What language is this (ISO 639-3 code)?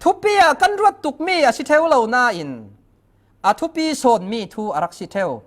cfm